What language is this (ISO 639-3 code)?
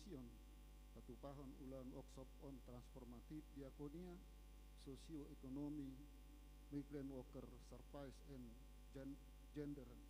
bbc